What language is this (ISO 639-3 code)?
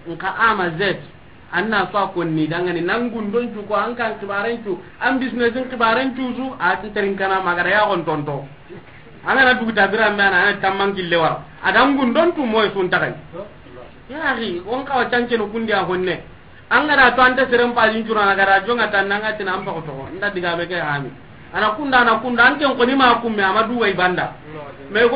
snk